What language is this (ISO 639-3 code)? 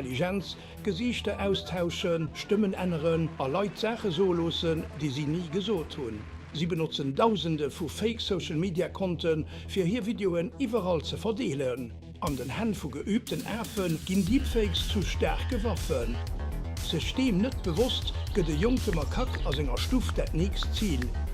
ltz